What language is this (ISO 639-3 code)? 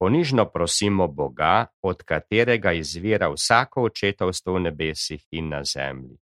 slv